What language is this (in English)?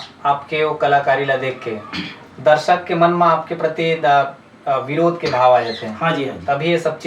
Chhattisgarhi